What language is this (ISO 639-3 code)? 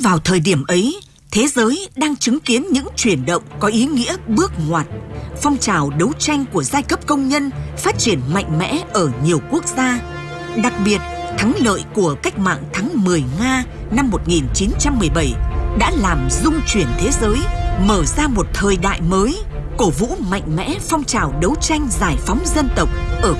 vie